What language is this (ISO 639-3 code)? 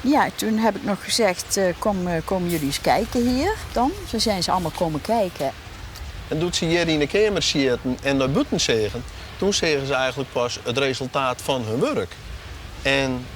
fry